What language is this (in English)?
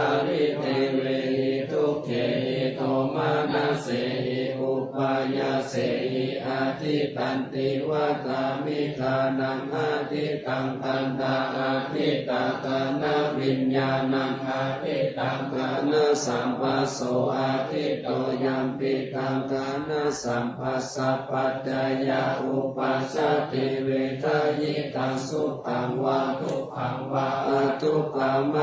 Pali